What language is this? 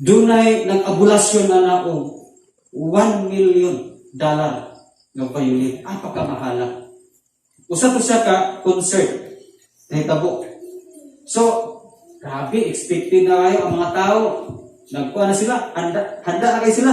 Cebuano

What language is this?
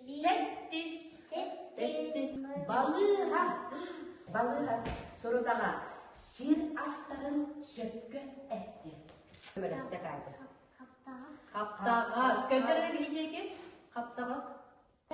Yakut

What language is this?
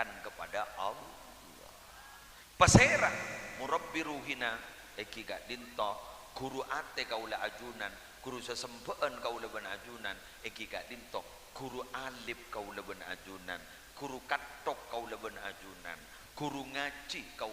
Madurese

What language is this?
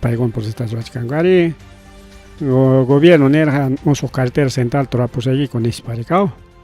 Ayacucho Quechua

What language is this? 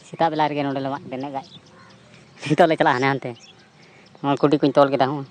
Santali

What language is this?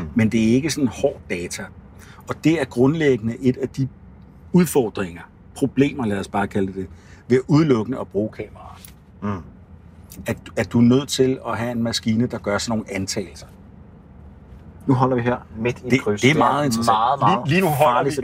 Danish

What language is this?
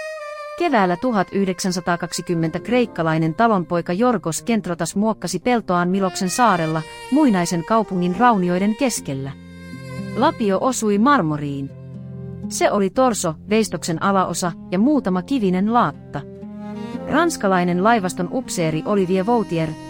Finnish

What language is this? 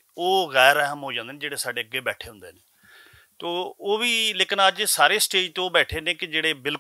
Western Panjabi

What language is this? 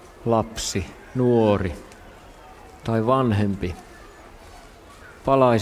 Finnish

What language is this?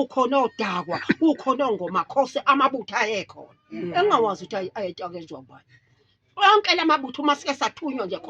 Zulu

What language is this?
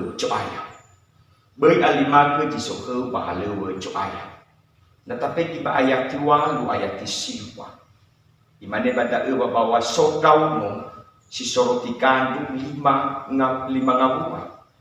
Nias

